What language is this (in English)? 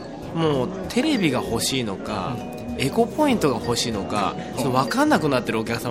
Japanese